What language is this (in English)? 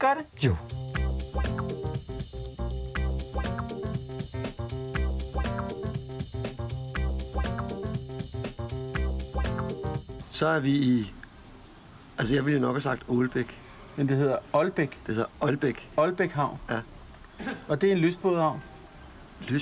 Danish